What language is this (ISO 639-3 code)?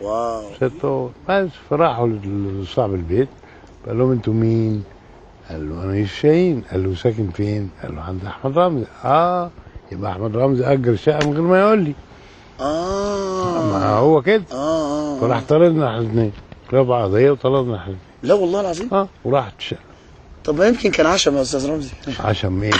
arz